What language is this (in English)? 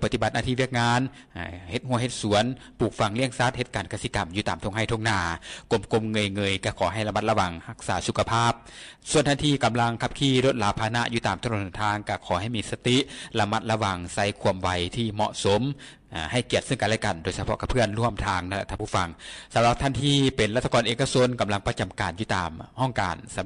Lao